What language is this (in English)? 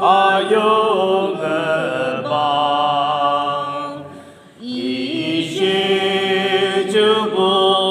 Yimchungru Naga